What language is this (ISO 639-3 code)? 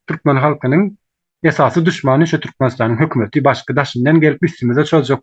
tuk